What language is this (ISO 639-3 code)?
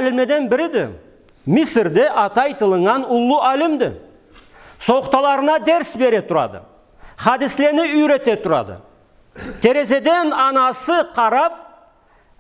krc